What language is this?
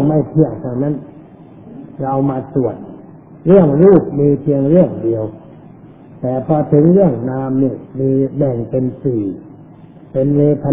Thai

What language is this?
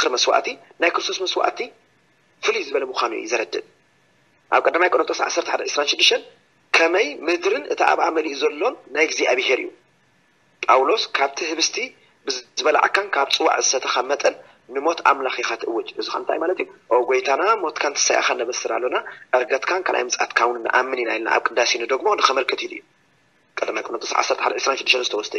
Tigrinya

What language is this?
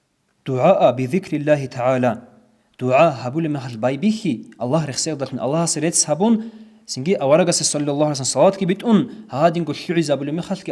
Avaric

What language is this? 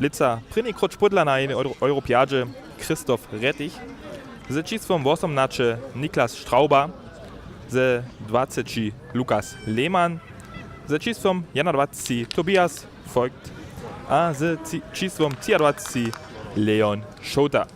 Upper Sorbian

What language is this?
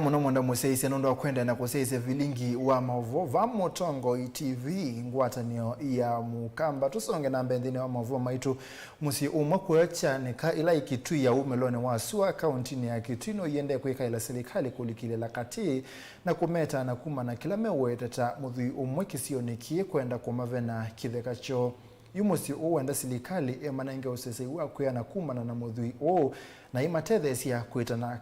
Kamba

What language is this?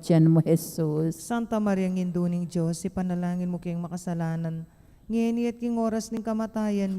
Pampanga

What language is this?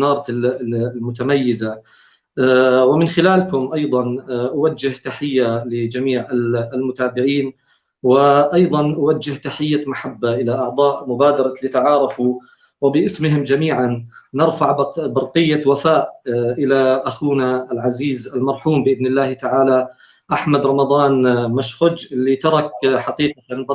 North Levantine Arabic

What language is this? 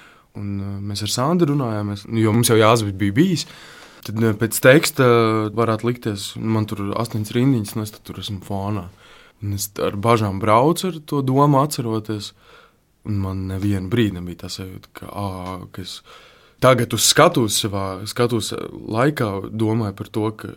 Latvian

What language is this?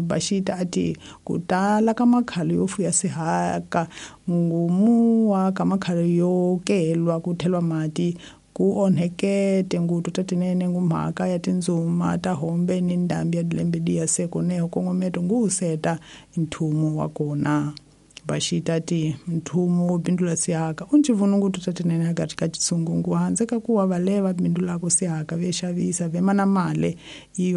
Tsonga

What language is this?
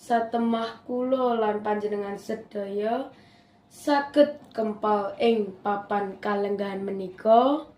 Javanese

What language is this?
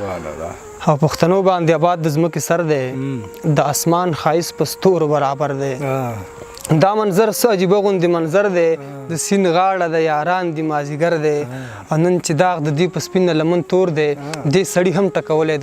Pashto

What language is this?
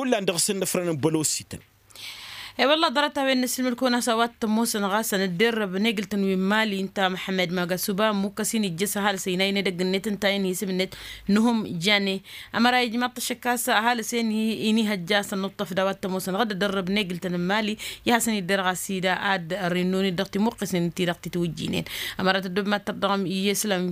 Tamasheq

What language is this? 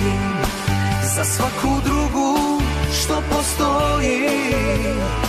Bosnian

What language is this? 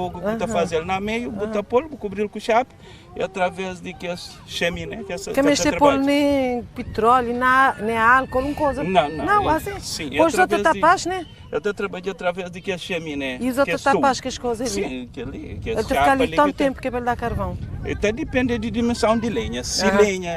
Kabuverdianu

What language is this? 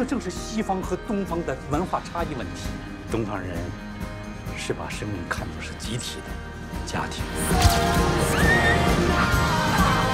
Chinese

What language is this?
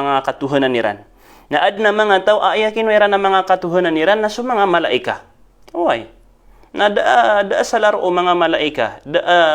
Maranao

